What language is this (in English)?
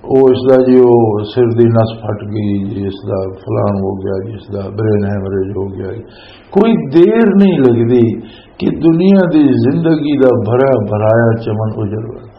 Western Panjabi